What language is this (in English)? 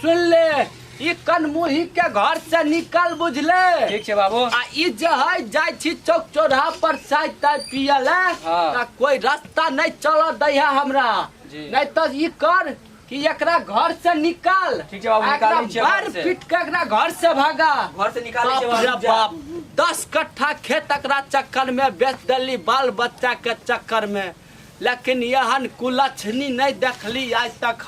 Maithili